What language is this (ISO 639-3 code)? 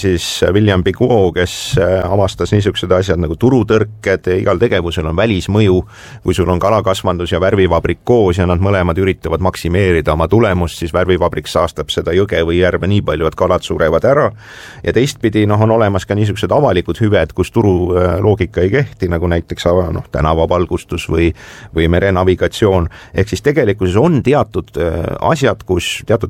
est